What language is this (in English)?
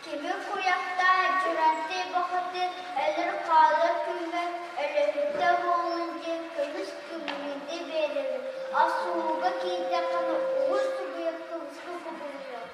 Yakut